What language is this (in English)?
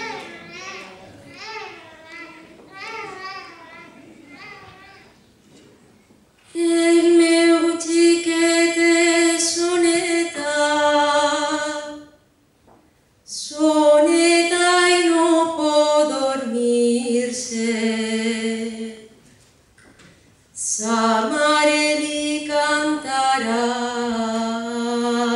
Catalan